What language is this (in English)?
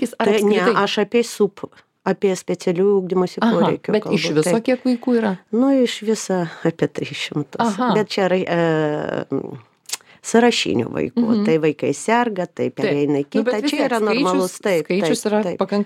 Lithuanian